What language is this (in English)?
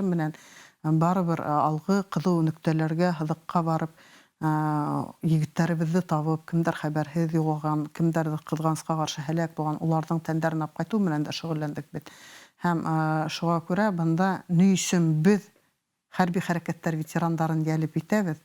Bashkir